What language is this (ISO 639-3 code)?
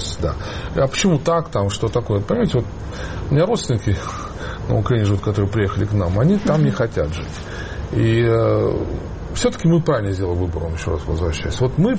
rus